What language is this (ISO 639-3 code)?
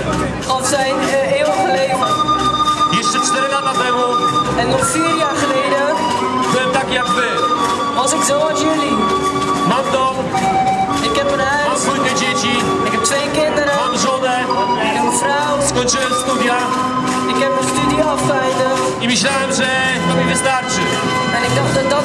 pol